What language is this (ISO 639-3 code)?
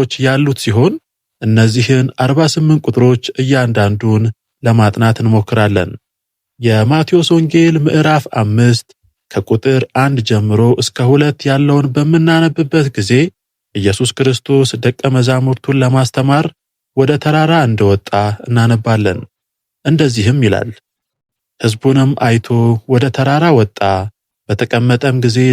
amh